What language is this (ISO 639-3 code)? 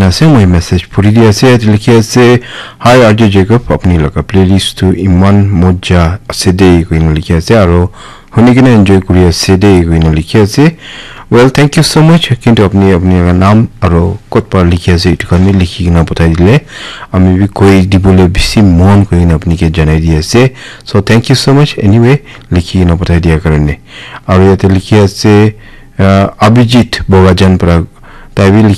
nag